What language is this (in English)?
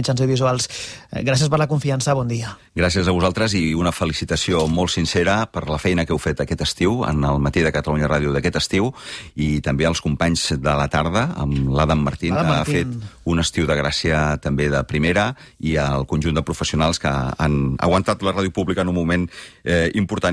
Catalan